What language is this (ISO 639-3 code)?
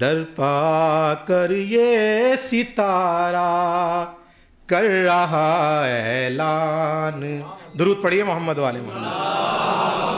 urd